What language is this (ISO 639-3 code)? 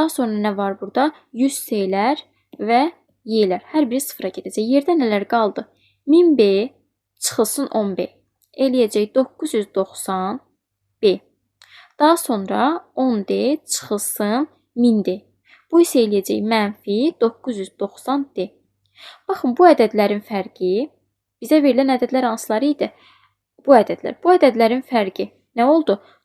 aze